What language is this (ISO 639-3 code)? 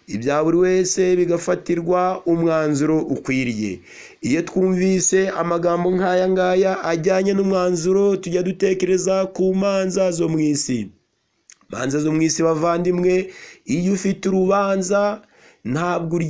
kin